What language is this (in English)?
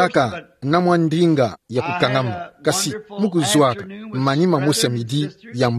Kituba (Democratic Republic of Congo)